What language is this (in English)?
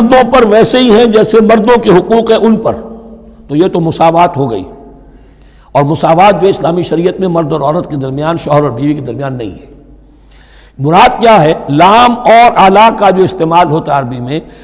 Urdu